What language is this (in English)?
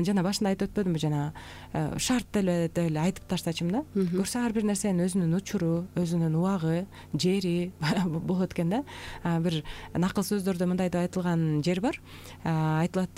Kyrgyz